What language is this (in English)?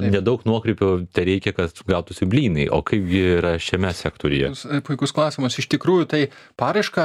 Lithuanian